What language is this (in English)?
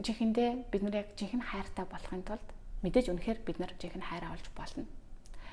Mongolian